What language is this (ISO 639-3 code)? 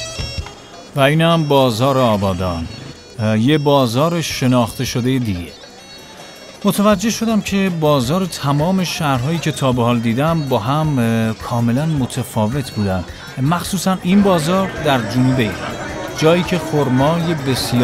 fas